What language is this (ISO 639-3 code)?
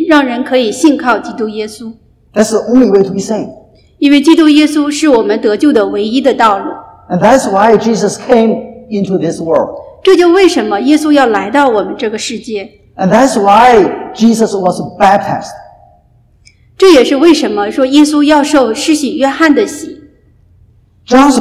zho